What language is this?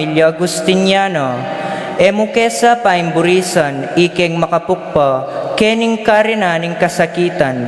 Pampanga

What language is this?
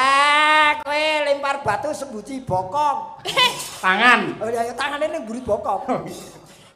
Javanese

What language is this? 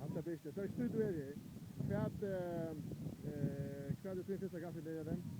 Faroese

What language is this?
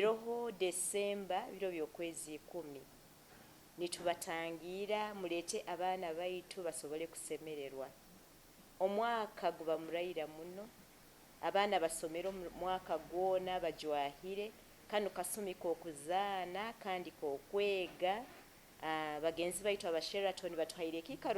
Nyankole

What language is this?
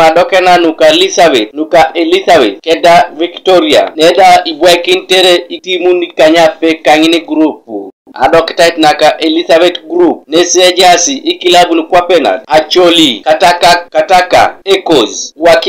Teso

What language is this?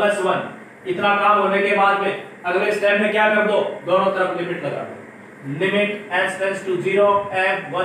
Hindi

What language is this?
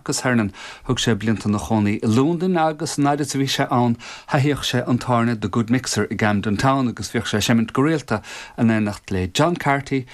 Irish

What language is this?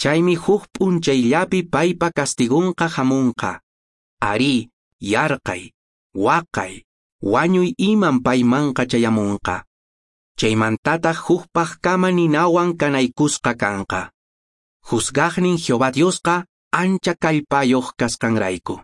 Quechua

